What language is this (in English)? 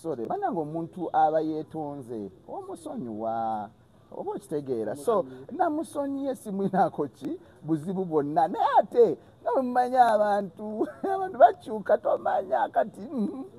Ganda